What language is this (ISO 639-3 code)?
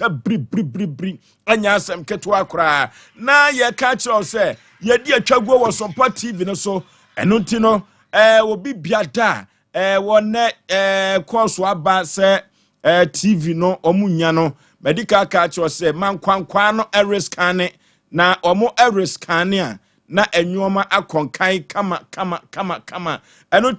aka